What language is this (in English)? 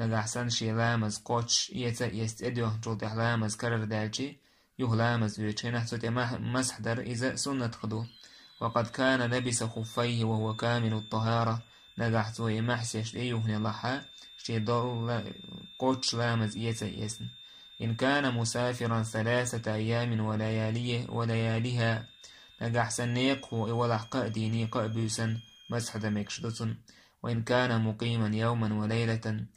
Chechen